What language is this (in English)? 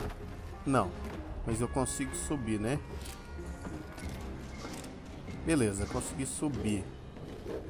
Portuguese